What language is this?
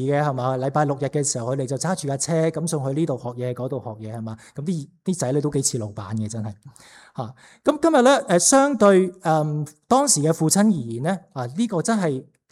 Cantonese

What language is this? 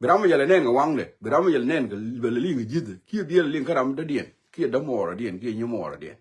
Nuer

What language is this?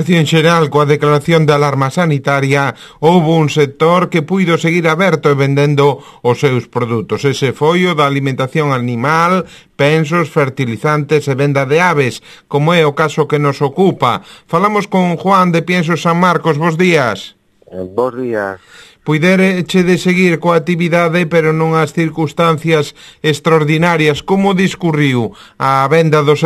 Galician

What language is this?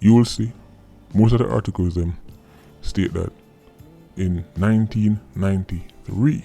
Jamaican Creole English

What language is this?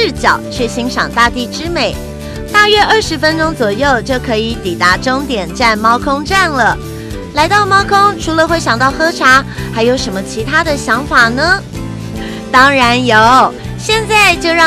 Chinese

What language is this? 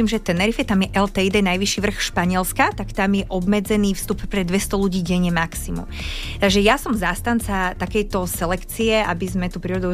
Slovak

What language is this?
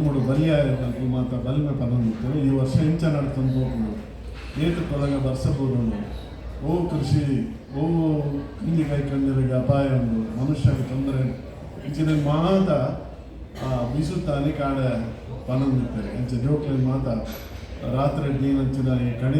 Tulu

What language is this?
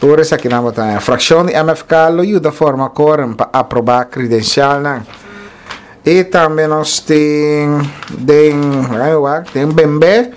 Papiamento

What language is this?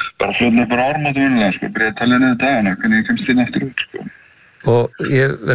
Icelandic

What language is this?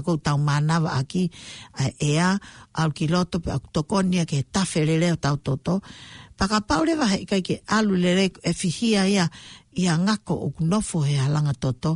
Tongan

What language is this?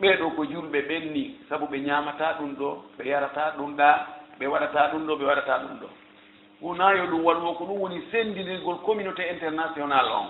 Fula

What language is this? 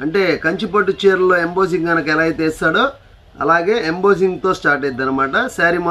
Telugu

